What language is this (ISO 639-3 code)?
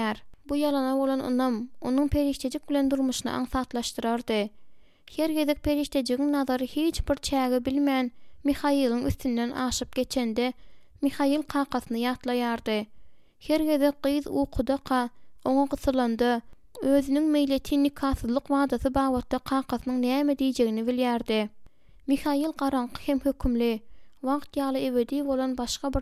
tuk